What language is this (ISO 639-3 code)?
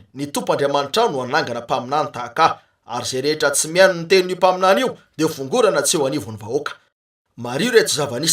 mlg